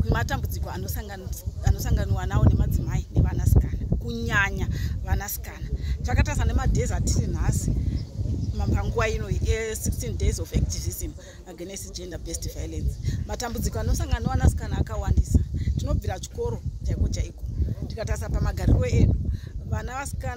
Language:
Shona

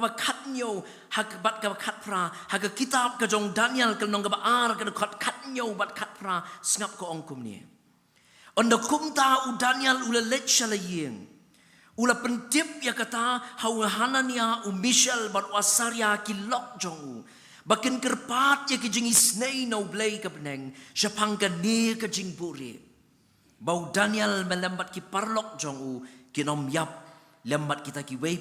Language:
Khasi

